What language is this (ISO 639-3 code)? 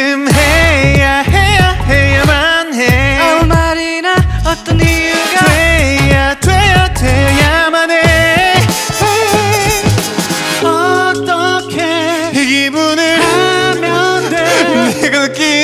kor